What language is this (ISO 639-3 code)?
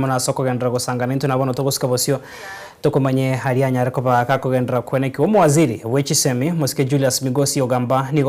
guz